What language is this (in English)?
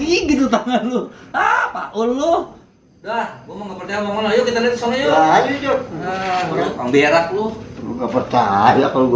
Betawi